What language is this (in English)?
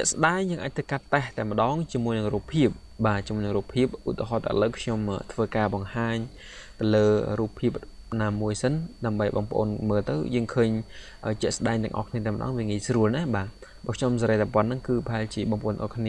Khmer